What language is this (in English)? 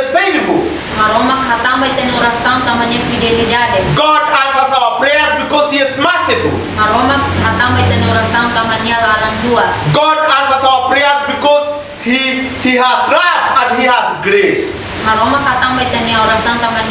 Tetum